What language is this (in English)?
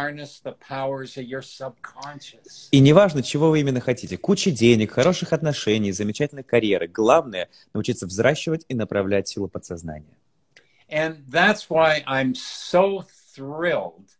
Russian